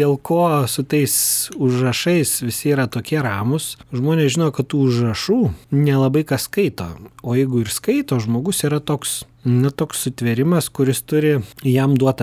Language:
Lithuanian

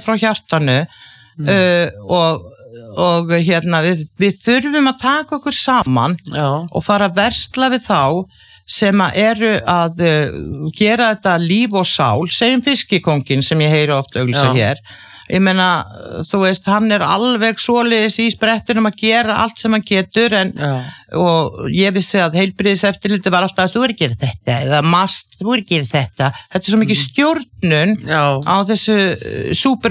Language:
Icelandic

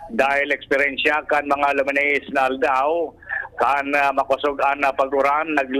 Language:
Bikol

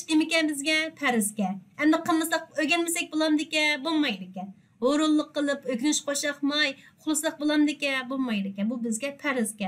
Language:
Uyghur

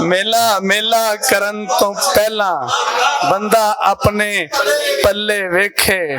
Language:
Western Panjabi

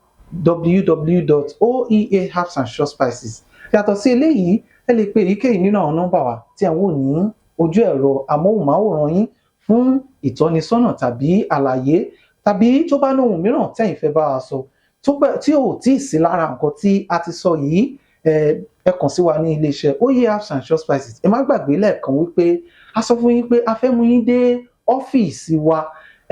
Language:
Yoruba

